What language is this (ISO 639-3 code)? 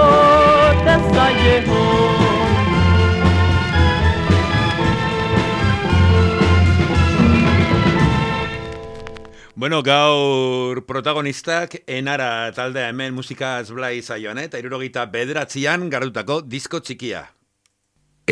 eus